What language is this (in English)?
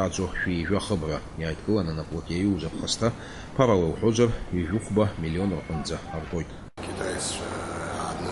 Abkhazian